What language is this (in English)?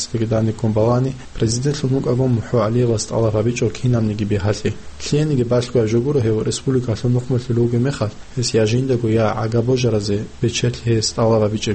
Avaric